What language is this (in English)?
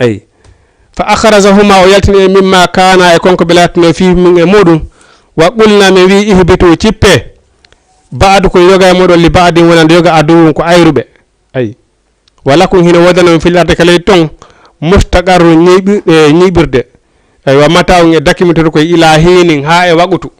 Fula